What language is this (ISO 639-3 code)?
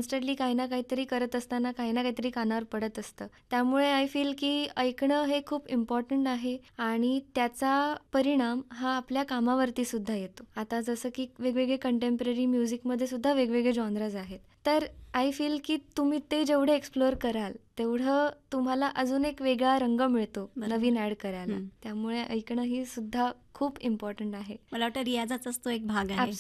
mar